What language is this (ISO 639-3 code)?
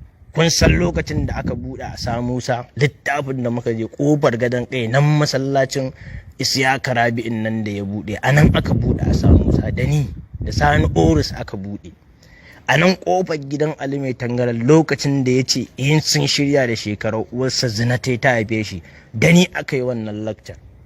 hau